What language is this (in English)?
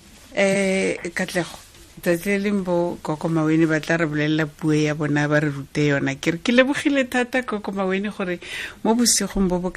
Tswana